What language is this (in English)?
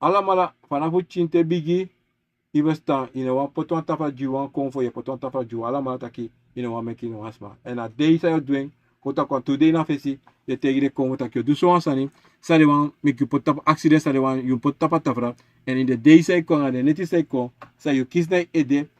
Sranan Tongo